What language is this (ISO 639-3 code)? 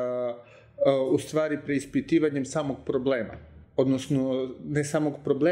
srp